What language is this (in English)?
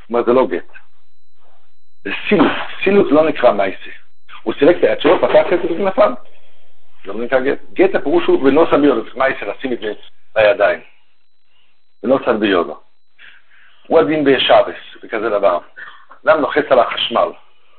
Hebrew